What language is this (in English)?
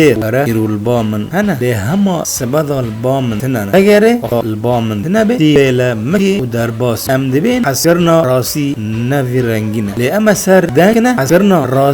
Kurdish